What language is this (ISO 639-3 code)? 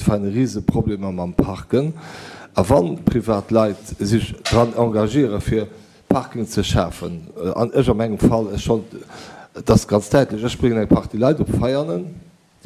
ltz